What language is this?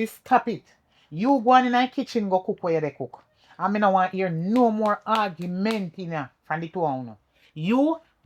Jamaican Creole English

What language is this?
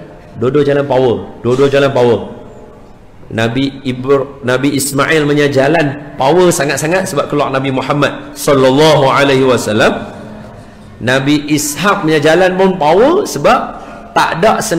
Malay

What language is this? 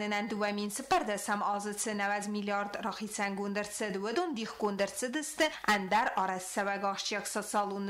Ossetic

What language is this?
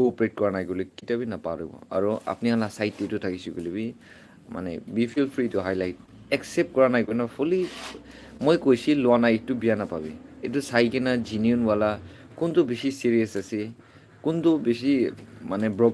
Naga Pidgin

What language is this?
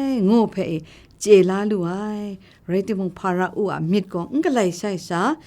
Kachin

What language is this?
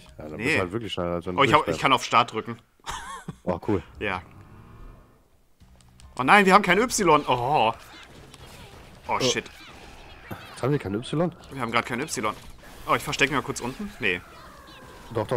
German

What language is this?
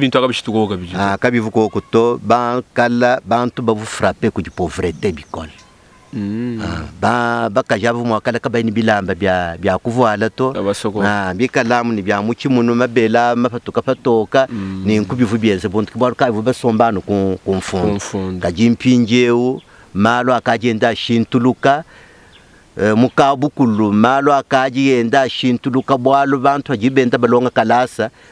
Luba-Lulua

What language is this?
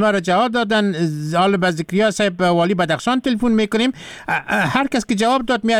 Persian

